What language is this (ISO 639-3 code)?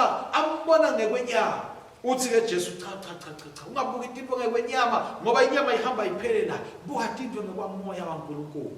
ssw